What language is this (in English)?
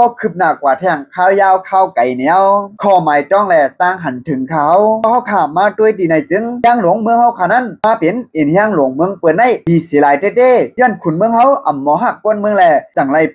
Shan